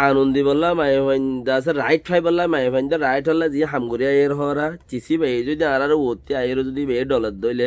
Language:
Rohingya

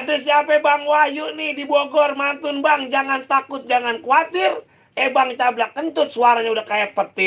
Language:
Betawi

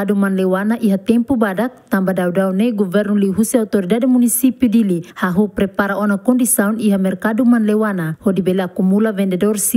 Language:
Tetum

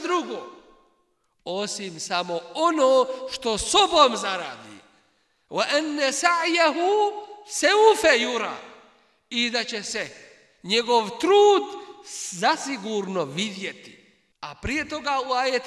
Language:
Bosnian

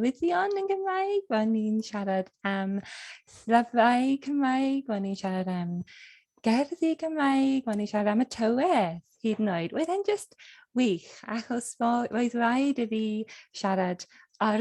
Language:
Welsh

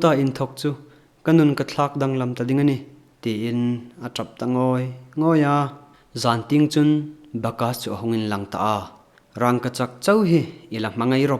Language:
Hmar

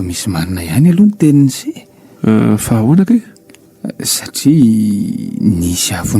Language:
Malagasy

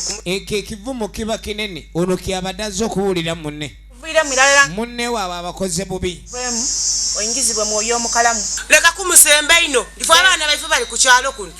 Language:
Soga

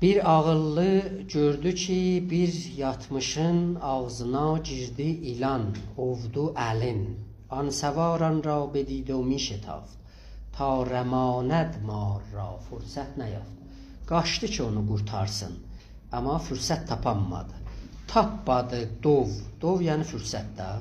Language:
South Azerbaijani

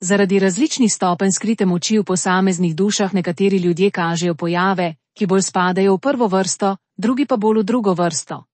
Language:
Slovenian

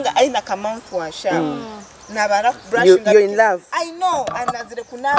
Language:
Nyoro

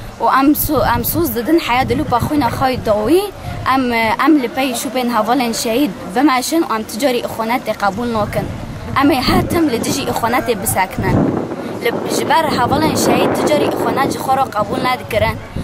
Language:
Kurdish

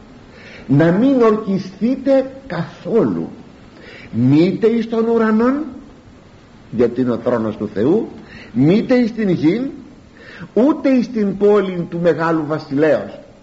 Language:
Greek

